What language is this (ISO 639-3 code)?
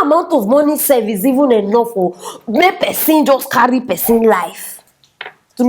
pcm